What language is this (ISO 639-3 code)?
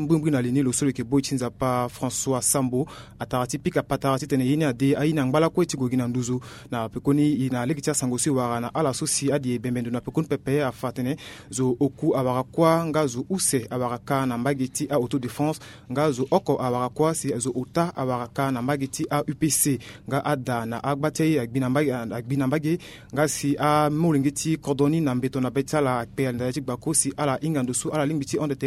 sag